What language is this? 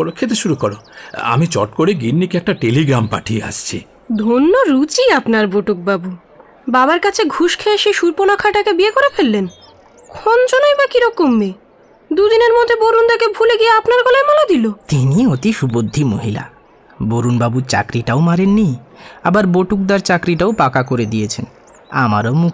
Bangla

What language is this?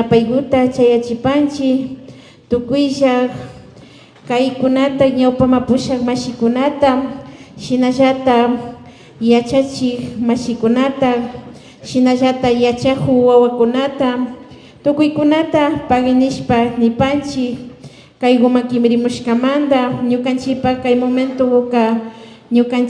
Imbabura Highland Quichua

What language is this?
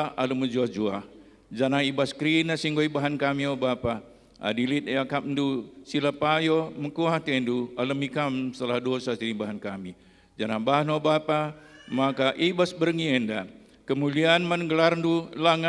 Batak Karo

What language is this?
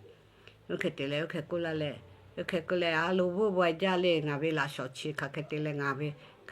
Lahu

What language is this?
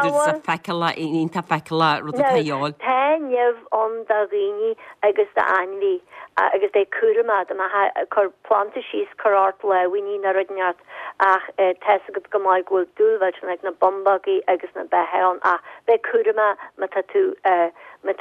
Irish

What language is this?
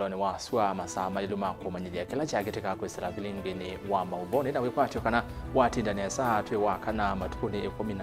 Kamba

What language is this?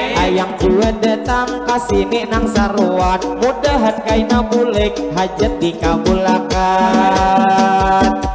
Banjar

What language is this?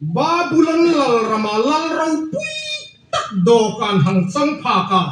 Hmar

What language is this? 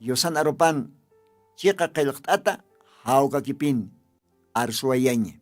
Aymara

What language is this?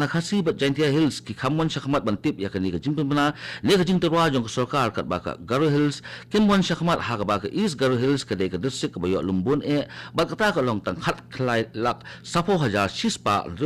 Khasi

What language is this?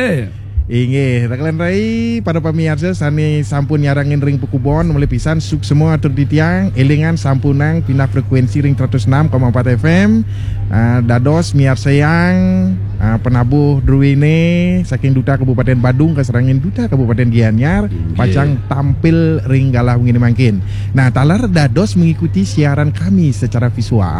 Balinese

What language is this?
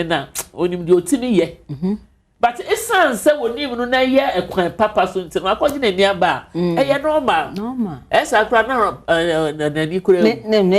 Akan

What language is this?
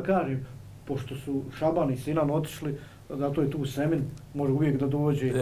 Bosnian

